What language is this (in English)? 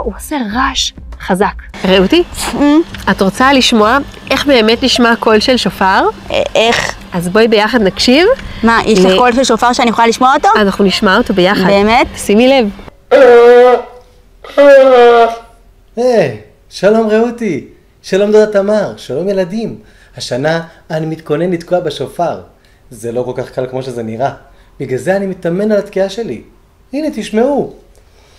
Hebrew